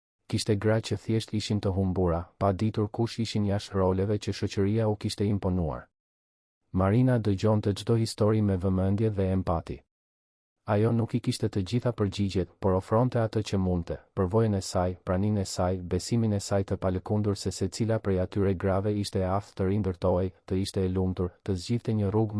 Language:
Albanian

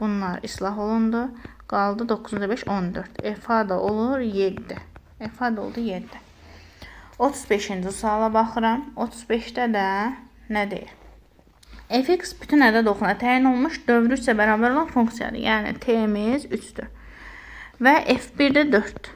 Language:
Azerbaijani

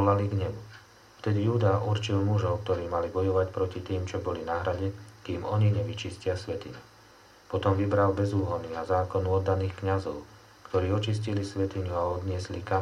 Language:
Slovak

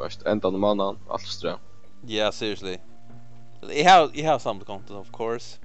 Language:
Faroese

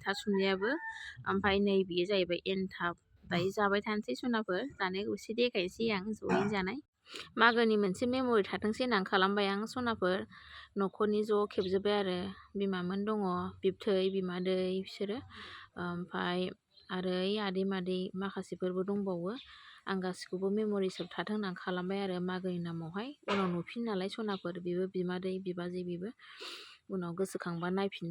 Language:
Bodo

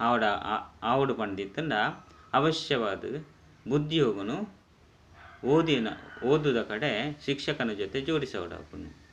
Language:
Tulu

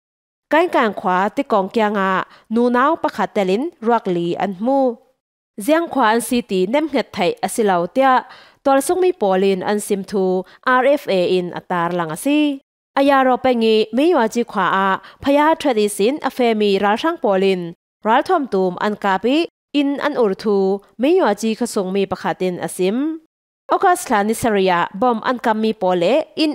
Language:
Falam Chin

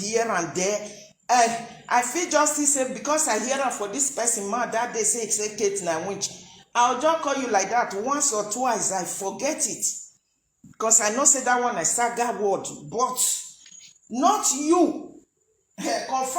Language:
Nigerian Pidgin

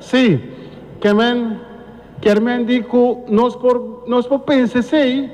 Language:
Papiamento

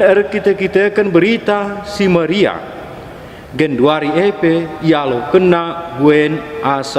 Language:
Batak Karo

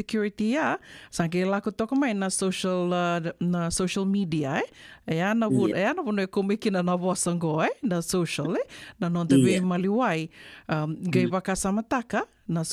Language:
Fijian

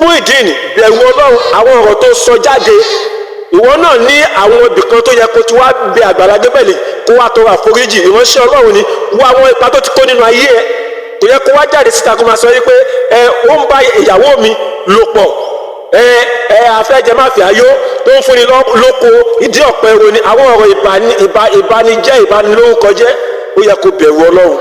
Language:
Yoruba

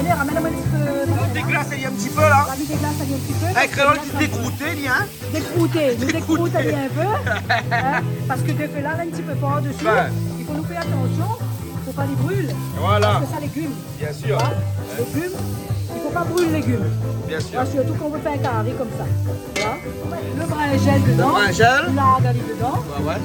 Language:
Réunion Creole French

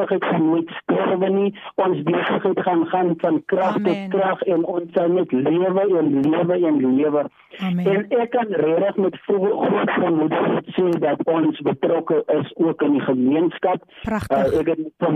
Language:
Afrikaans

